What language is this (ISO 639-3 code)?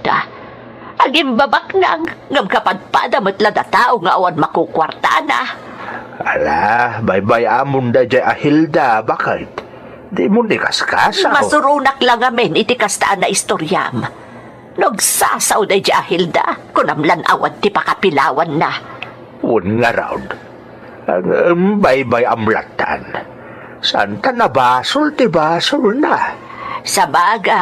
ilo